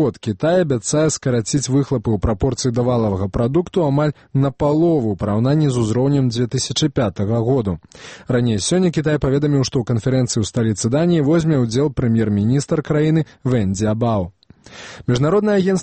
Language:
Belarusian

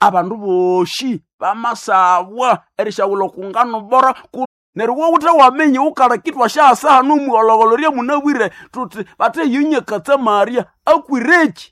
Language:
Nande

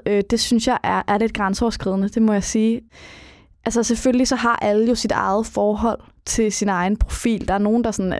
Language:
Danish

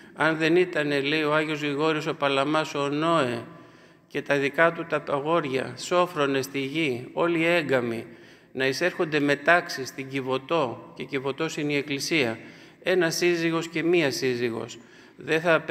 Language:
Greek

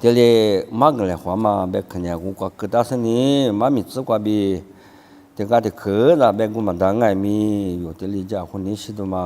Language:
Lisu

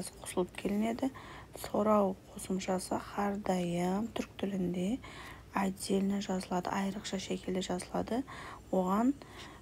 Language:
Kara-Kalpak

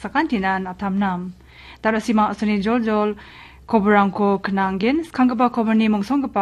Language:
Garo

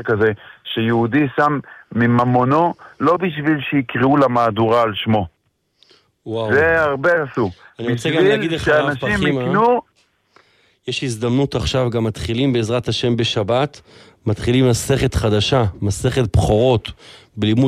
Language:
Hebrew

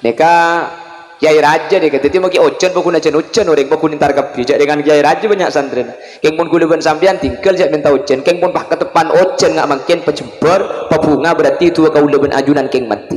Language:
Madurese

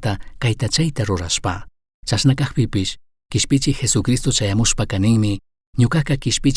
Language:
Chimborazo Highland Quichua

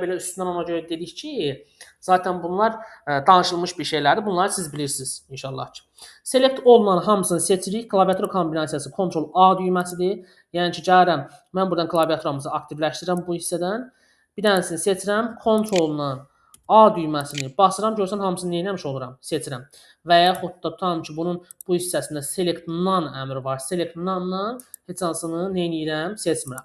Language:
Azerbaijani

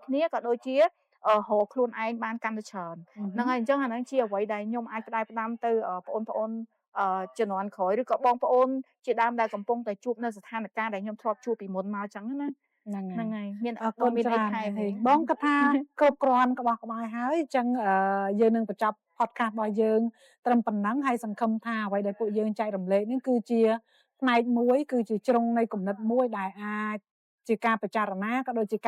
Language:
Khmer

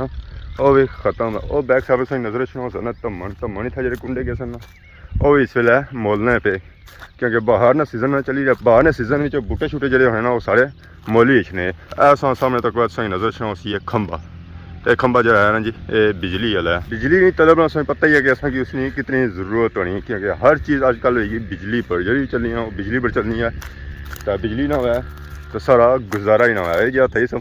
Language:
Pahari-Potwari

